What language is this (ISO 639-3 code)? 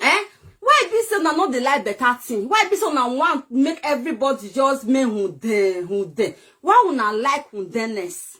pcm